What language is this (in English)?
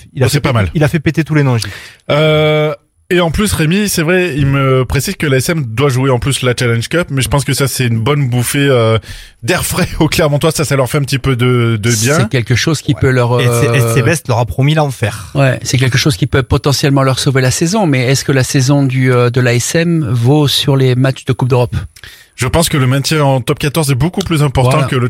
French